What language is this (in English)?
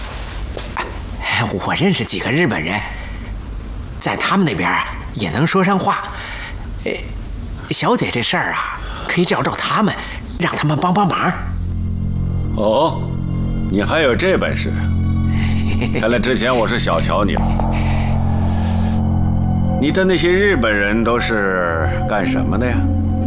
Chinese